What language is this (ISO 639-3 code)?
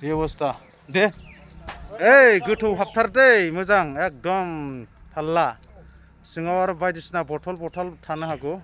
brx